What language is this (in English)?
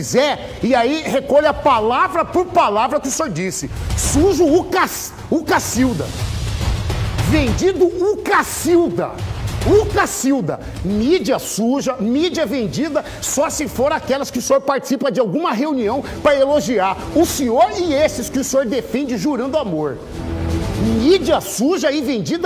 Portuguese